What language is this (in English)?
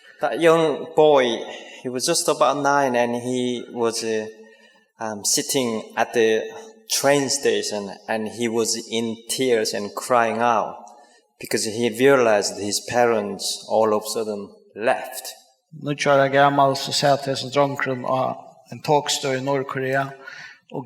Faroese